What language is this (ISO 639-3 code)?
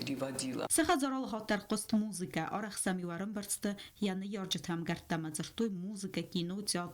oss